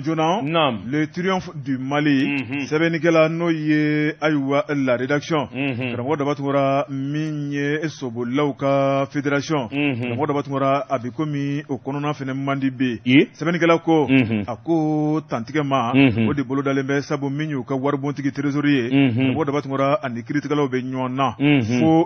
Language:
Bambara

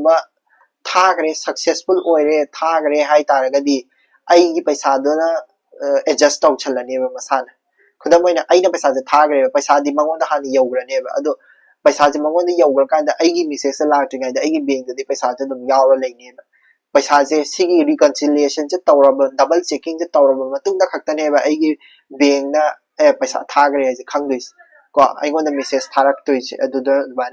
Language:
Manipuri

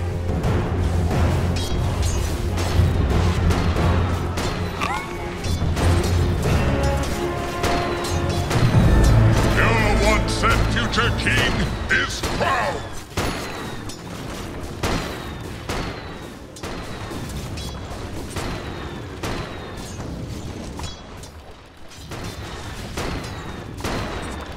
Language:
English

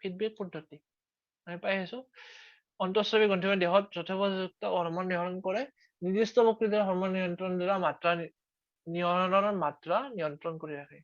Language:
Assamese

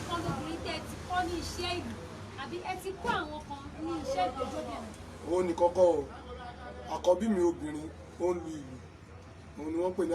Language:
Yoruba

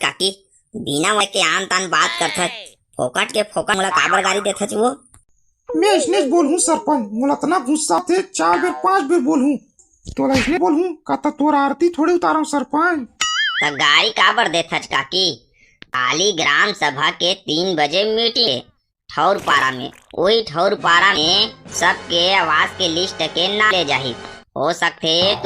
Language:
Chhattisgarhi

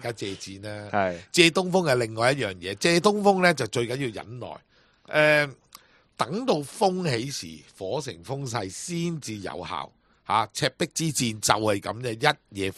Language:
Cantonese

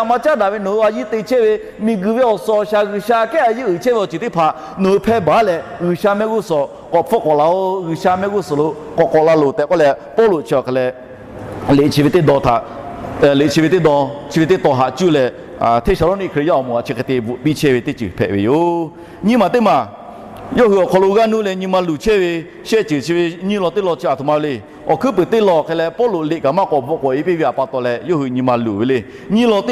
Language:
Lahu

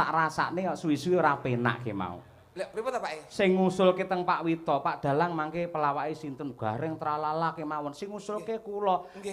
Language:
Javanese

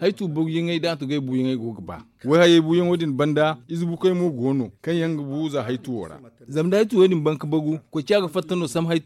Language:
Zarma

